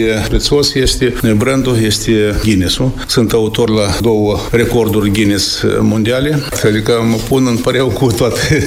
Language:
Romanian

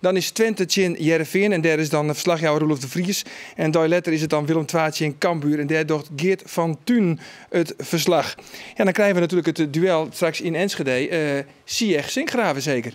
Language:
Western Frisian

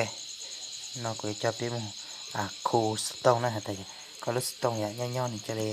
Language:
Hmong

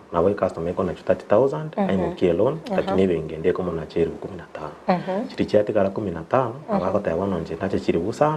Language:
Gusii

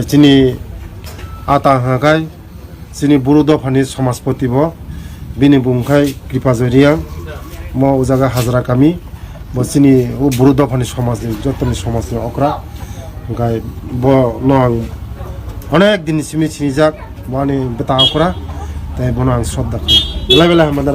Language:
Kok Borok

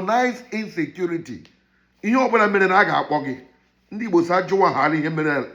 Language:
Igbo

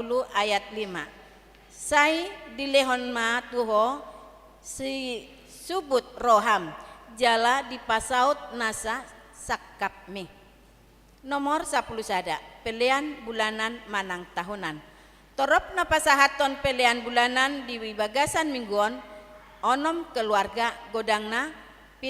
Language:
Batak Toba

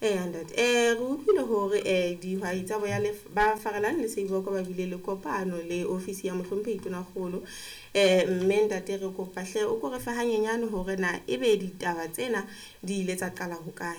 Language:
Southern Sotho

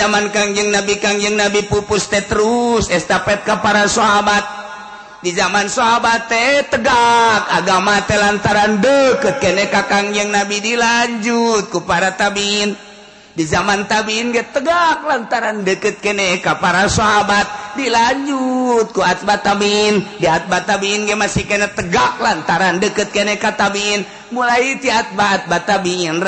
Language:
Sundanese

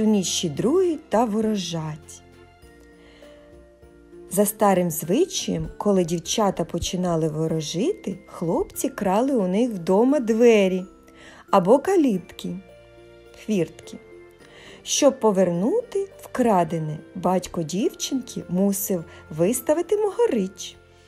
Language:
Ukrainian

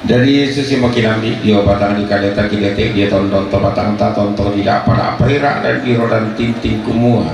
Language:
Toraja-Sa'dan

